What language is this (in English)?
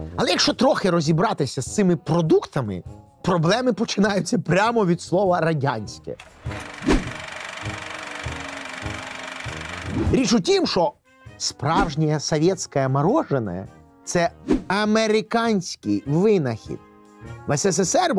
Ukrainian